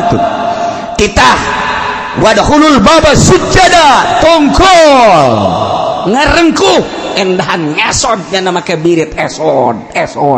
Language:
Sundanese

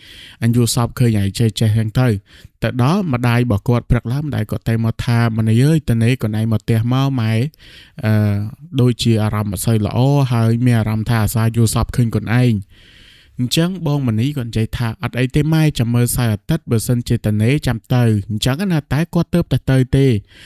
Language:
Khmer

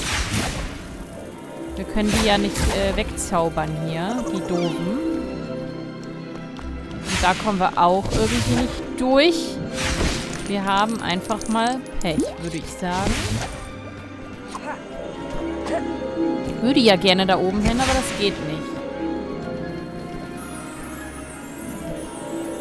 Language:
German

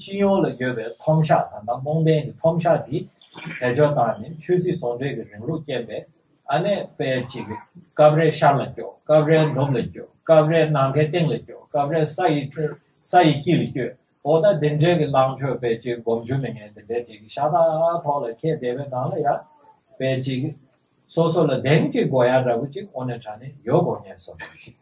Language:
Tibetan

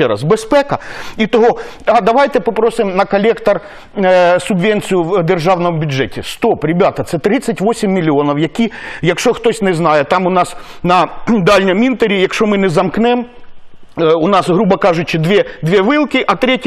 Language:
Ukrainian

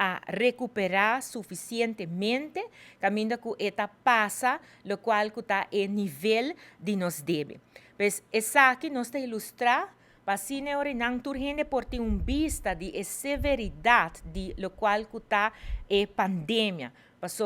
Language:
Papiamento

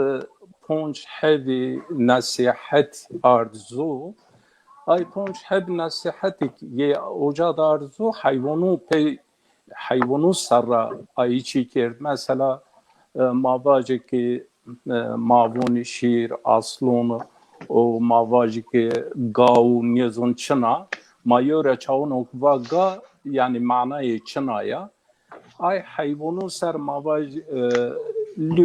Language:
Zaza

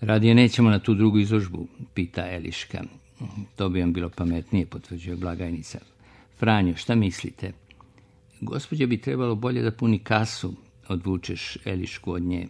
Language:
Serbian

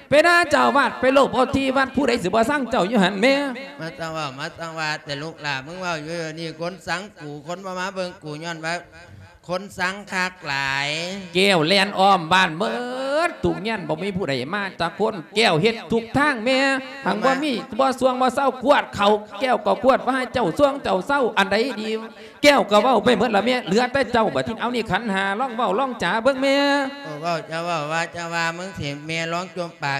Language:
Lao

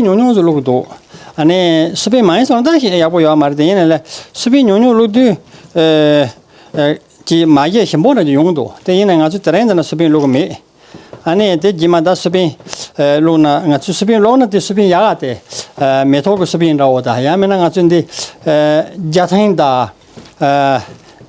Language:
Tibetan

